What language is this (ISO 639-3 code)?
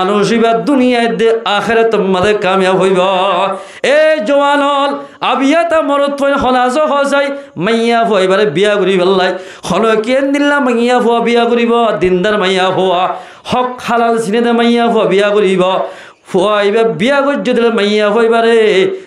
rhg